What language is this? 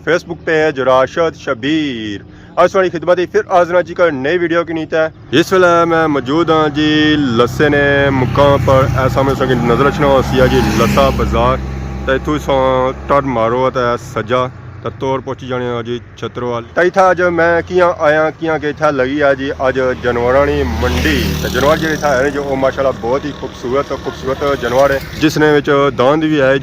Pahari-Potwari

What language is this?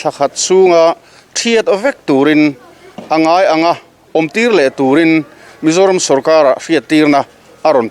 Mizo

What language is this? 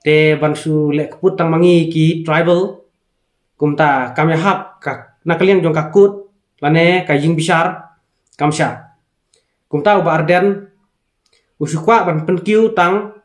Khasi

